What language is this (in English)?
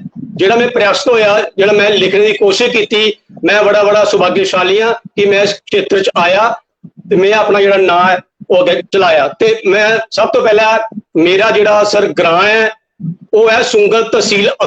Dogri